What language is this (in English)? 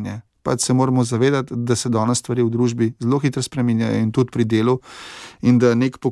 Slovenian